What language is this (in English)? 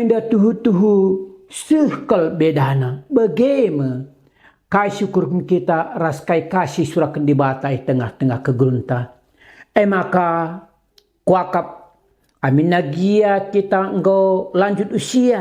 Batak Karo